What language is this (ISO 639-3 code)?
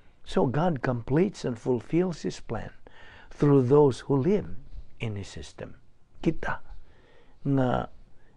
ceb